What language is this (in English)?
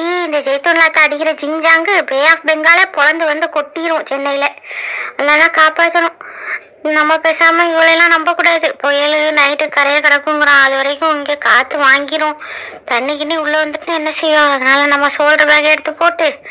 Tamil